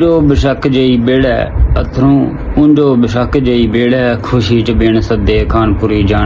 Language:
Dogri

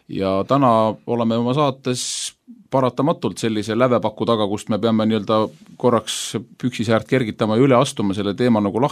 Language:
Estonian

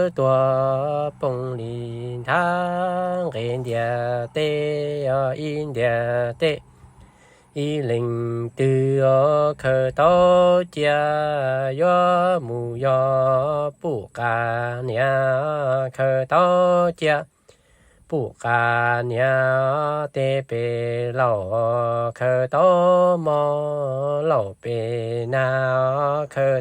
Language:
Hmong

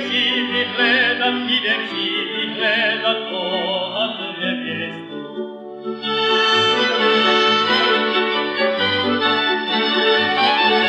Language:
Slovak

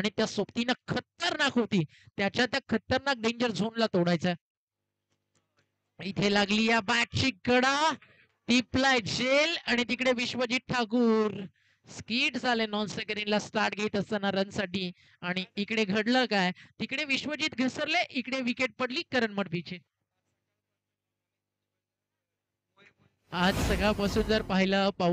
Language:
Marathi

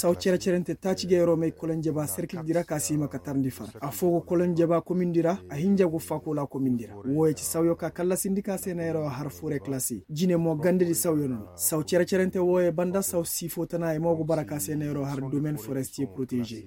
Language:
Koyraboro Senni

